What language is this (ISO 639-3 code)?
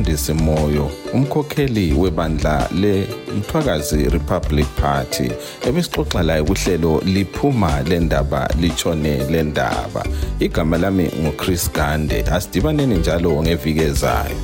nde